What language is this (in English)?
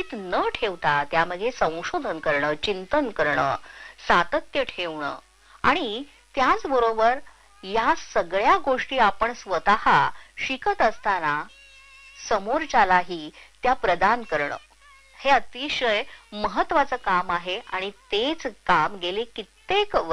Marathi